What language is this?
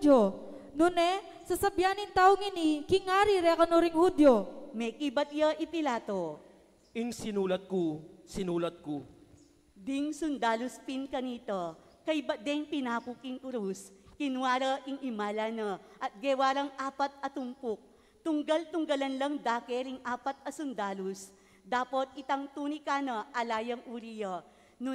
Pampanga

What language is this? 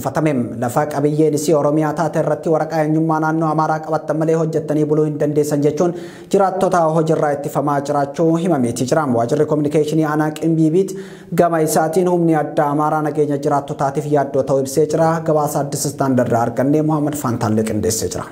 Oromo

